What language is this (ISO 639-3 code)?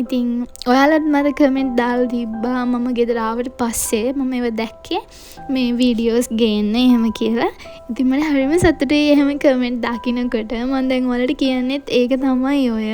sin